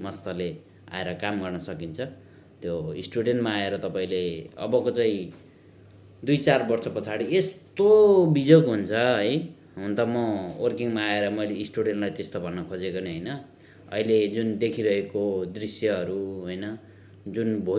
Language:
Nepali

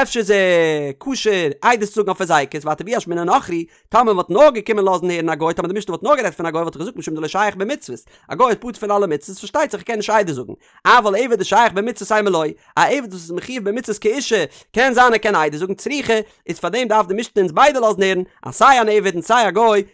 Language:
Yiddish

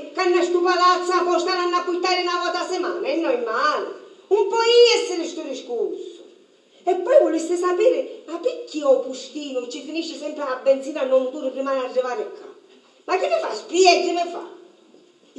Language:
Sicilian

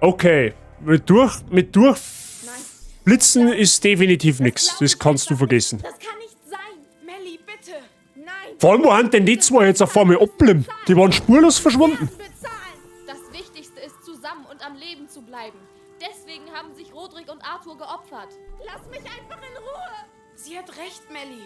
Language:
Bavarian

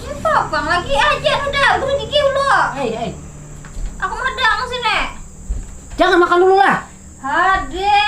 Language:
Banjar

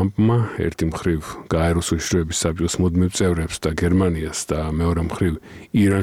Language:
Georgian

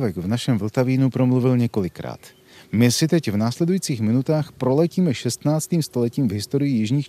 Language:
Czech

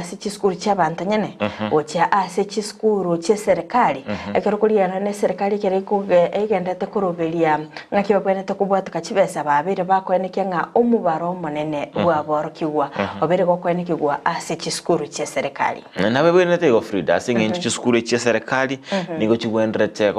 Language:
Gusii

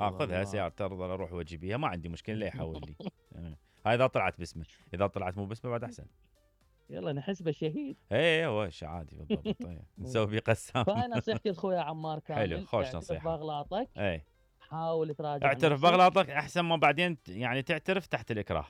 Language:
Mesopotamian Arabic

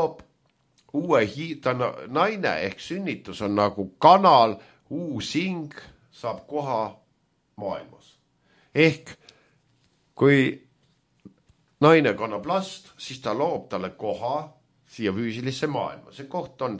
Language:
Estonian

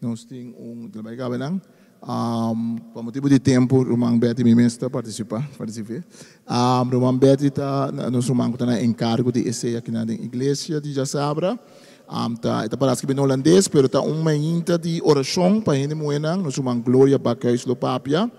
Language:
Papiamento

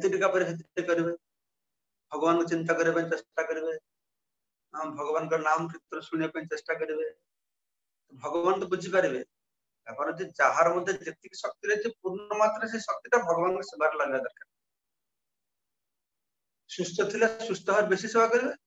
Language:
Odia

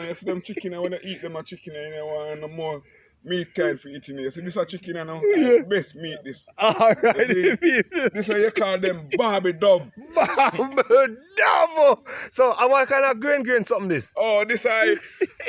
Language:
Jamaican Creole English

